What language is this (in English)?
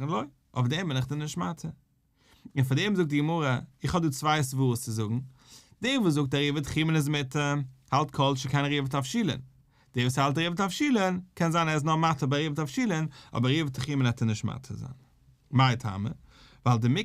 Yiddish